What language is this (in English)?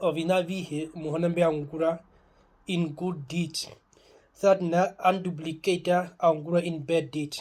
Herero